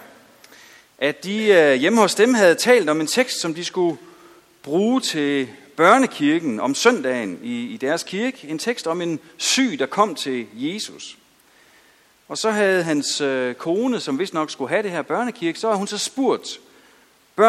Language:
Danish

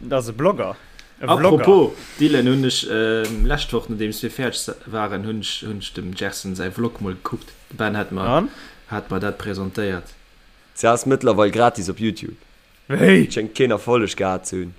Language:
Luxembourgish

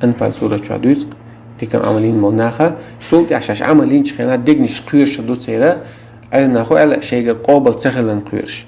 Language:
Chechen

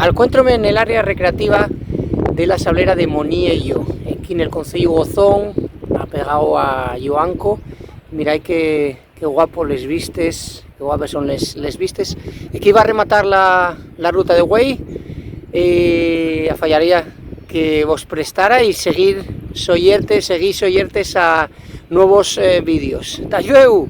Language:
Asturian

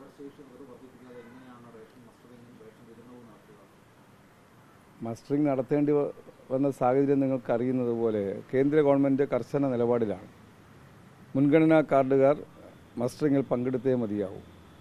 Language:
Malayalam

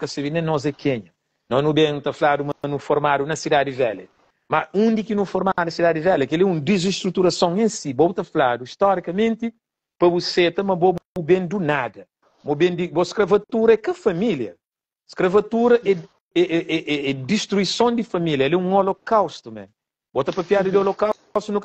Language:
Kabuverdianu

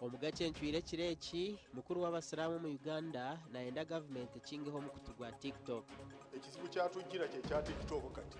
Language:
Nyankole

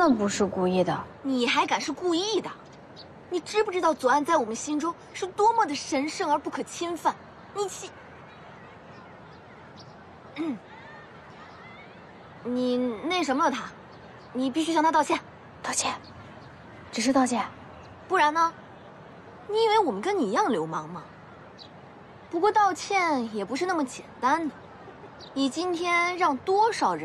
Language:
Chinese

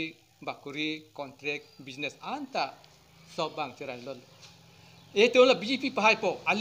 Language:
Karbi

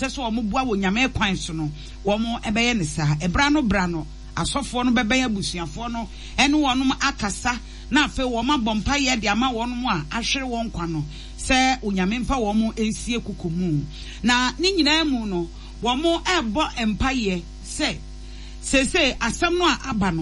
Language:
Akan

